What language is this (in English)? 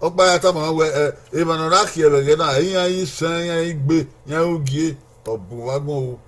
Bini